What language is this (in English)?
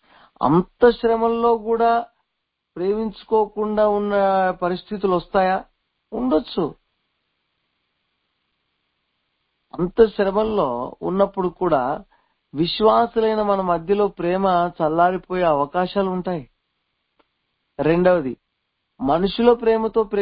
Telugu